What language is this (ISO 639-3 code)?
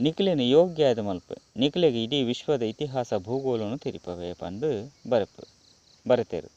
tcy